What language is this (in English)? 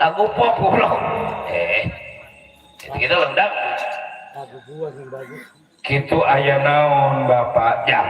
Betawi